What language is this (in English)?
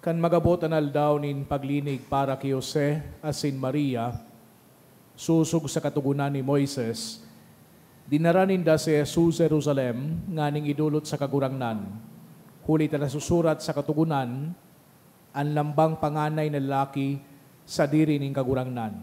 Bikol